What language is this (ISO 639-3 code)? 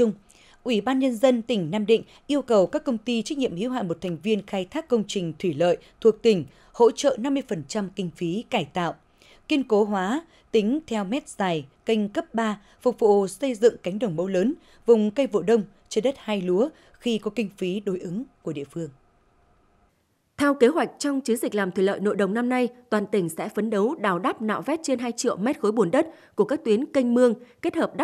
vie